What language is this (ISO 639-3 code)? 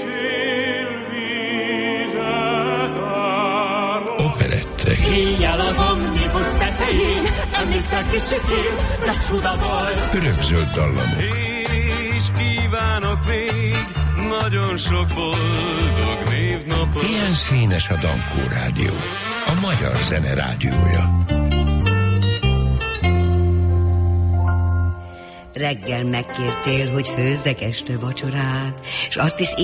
hun